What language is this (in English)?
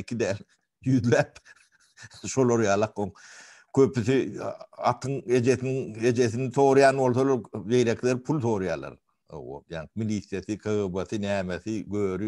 Turkmen